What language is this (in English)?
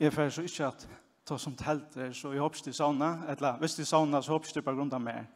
Faroese